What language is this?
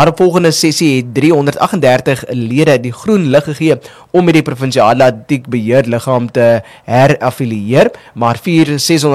Afrikaans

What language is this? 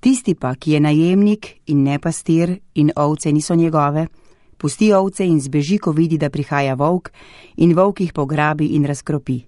Slovenian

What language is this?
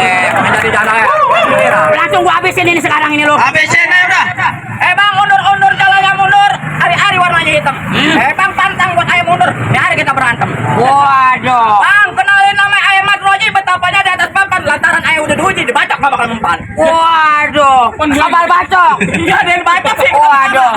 Betawi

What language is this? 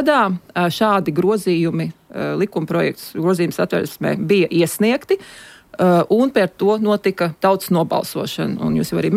Latvian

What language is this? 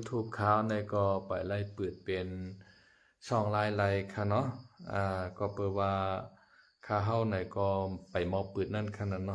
Shan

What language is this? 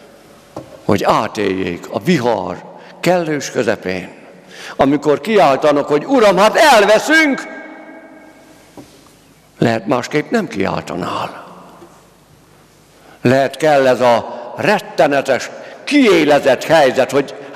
Hungarian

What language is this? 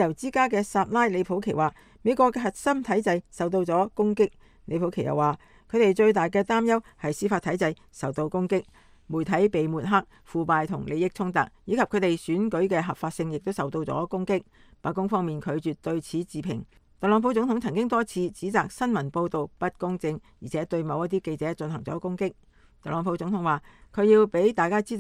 Cantonese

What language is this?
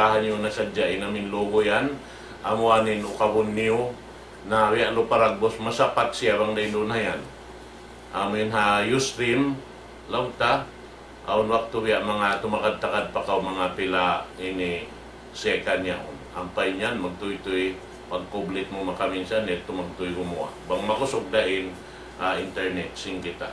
Tausug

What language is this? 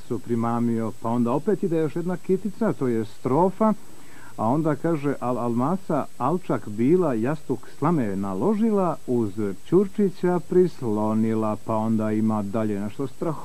Bosnian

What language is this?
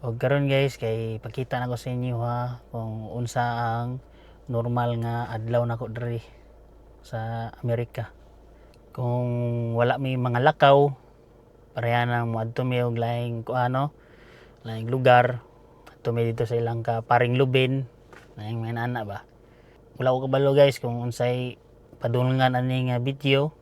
Cebuano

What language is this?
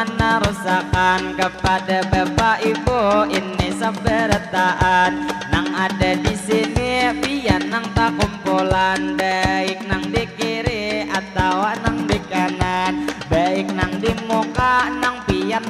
Banjar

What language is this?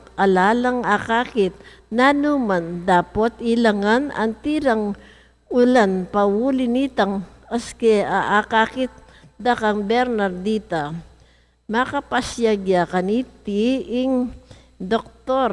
Pampanga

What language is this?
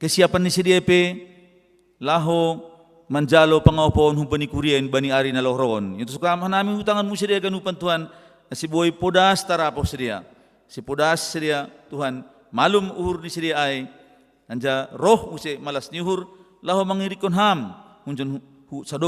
Batak Simalungun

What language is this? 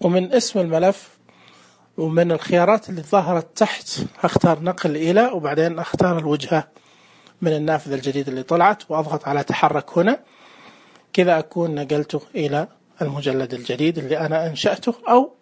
Najdi Arabic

